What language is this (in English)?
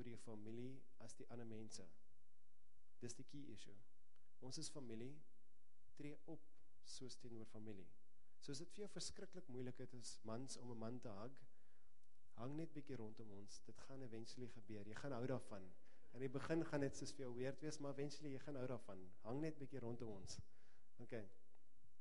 Afrikaans